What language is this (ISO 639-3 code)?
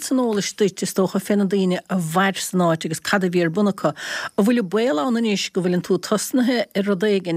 gle